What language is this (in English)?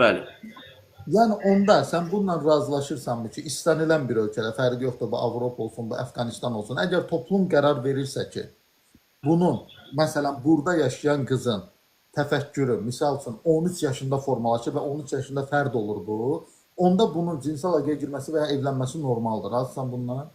Azerbaijani